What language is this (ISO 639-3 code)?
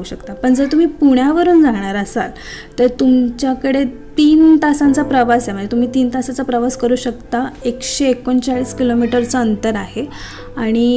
mar